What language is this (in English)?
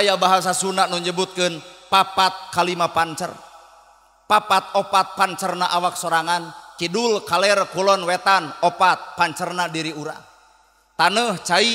Sundanese